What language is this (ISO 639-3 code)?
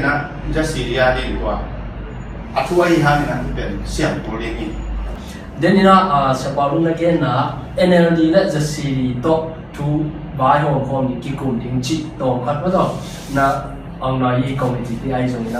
ctd